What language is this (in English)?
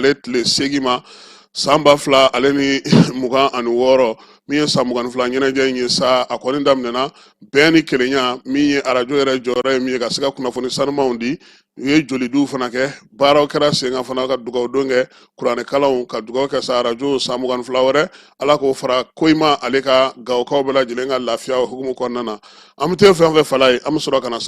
Bambara